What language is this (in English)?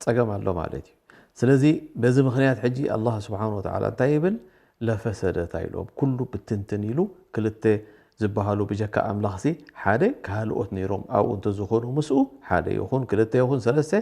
Tigrinya